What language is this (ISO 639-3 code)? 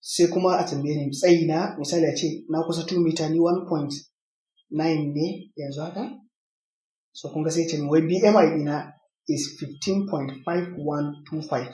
hau